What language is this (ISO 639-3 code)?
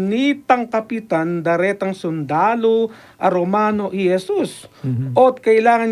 pam